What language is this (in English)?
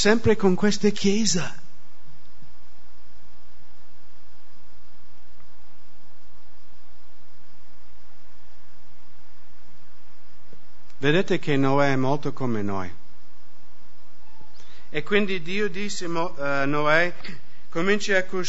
Italian